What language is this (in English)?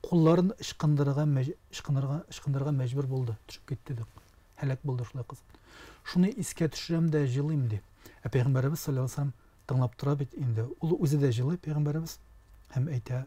Tatar